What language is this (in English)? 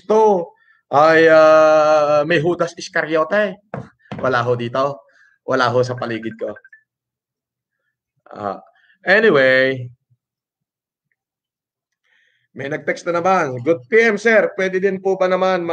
Filipino